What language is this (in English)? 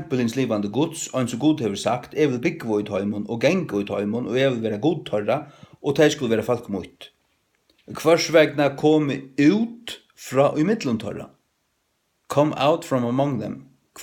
Faroese